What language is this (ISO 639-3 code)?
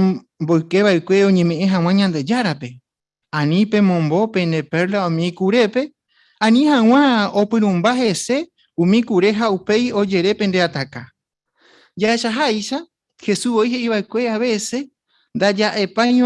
grn